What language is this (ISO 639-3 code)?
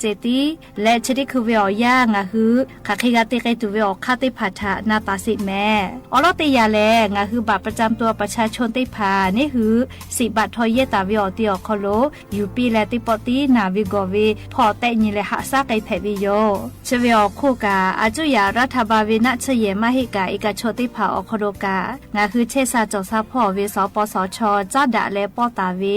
lhu